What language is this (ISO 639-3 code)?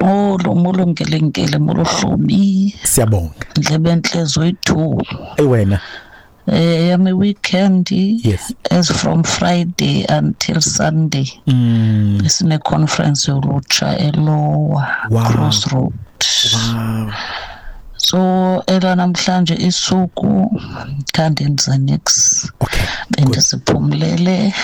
xho